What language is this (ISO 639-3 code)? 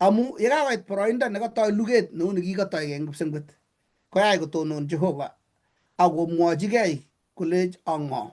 kln